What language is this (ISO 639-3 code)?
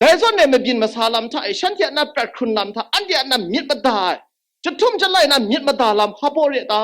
kac